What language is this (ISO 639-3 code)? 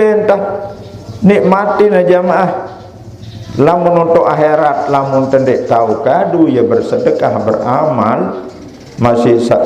sas